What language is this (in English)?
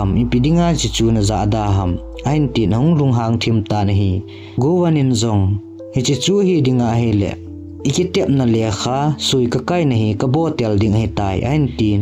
Thado Chin